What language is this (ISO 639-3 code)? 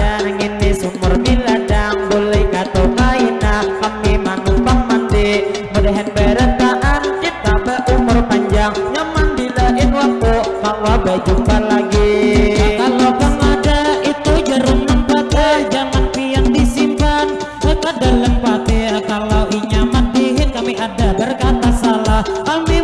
bjn